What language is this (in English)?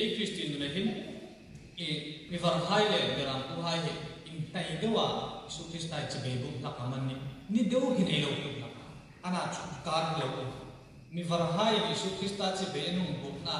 Hmar